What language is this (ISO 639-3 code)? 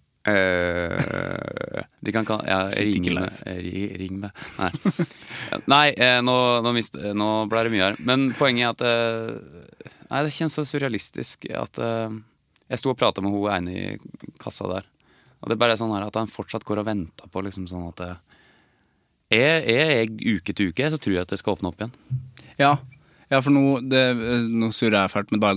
nor